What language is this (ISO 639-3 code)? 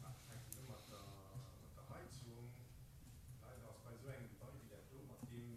ltz